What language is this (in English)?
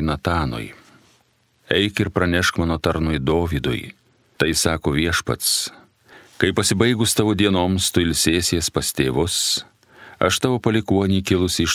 Lithuanian